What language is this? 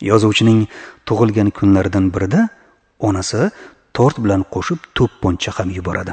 Uzbek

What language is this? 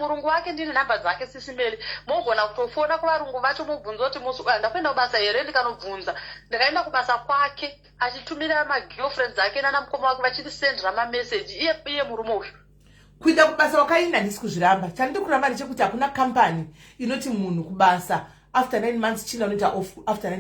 Shona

